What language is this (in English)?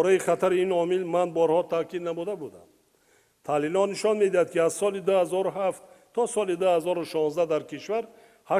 Tajik